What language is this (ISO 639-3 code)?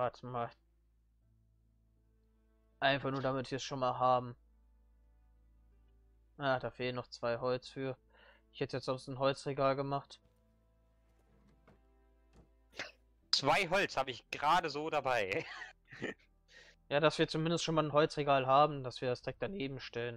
deu